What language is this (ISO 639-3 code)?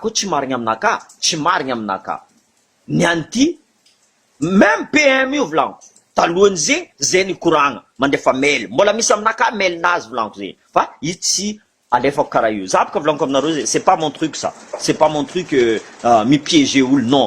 mlg